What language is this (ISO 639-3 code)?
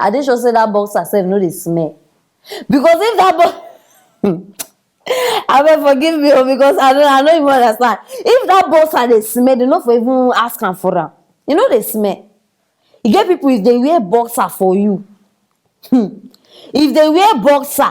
pcm